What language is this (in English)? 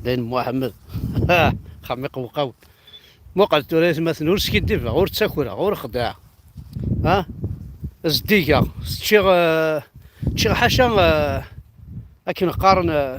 Kabyle